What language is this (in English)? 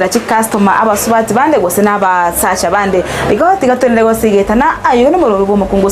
Gusii